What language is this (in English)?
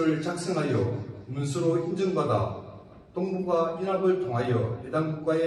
Korean